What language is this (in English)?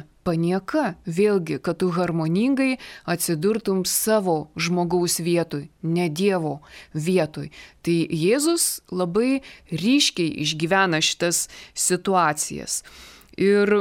Lithuanian